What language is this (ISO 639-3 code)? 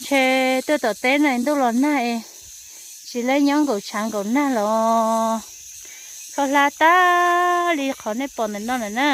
hmn